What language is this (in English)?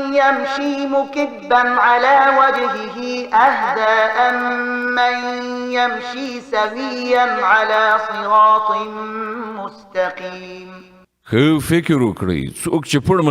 Pashto